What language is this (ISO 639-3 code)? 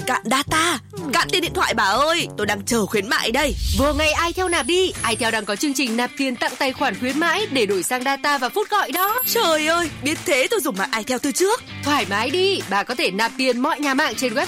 vie